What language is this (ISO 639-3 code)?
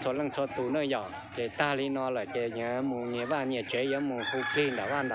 hmn